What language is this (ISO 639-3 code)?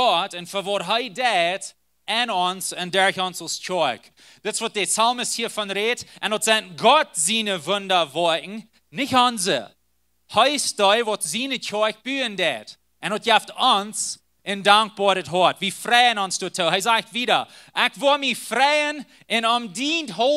pdt